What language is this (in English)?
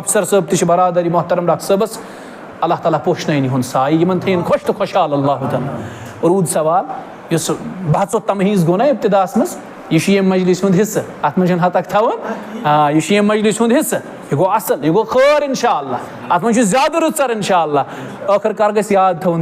Kashmiri